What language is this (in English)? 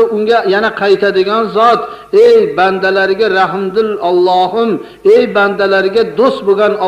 Uzbek